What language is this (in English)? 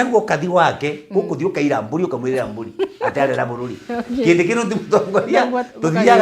Meru